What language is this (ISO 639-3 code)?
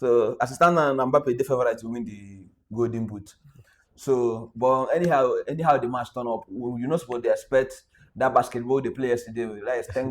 pcm